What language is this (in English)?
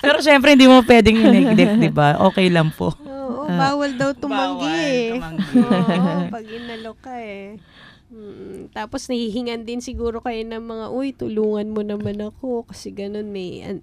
Filipino